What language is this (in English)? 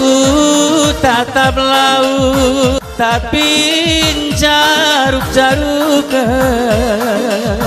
Batak Karo